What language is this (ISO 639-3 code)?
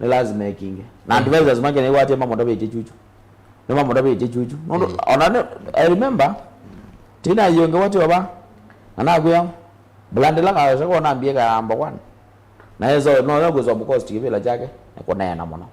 kam